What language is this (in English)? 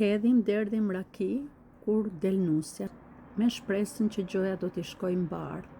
Albanian